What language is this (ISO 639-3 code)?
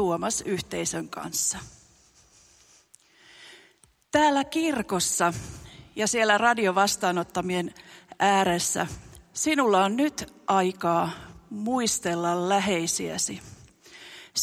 fin